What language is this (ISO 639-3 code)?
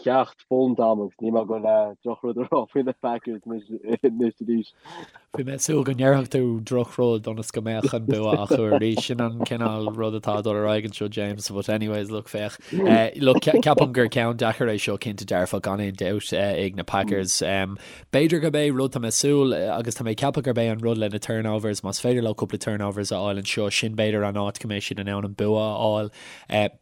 gle